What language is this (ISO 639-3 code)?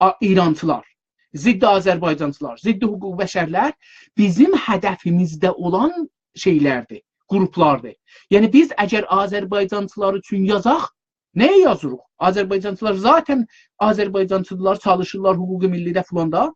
azb